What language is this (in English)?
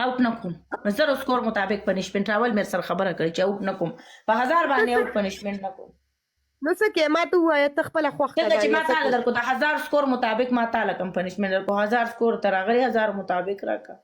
Pashto